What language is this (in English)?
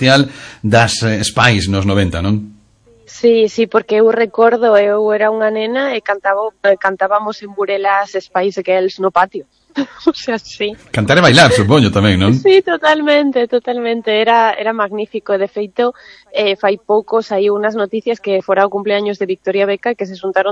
Galician